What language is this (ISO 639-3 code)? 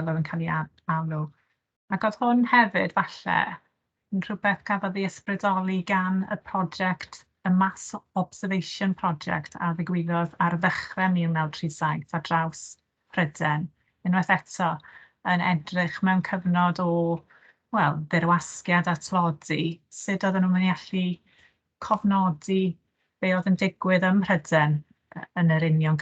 cym